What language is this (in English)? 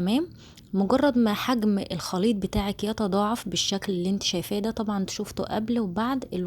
Egyptian Arabic